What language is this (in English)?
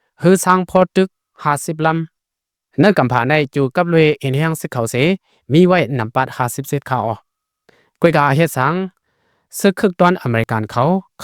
Shan